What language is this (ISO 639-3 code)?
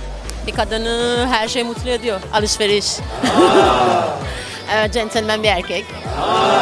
tur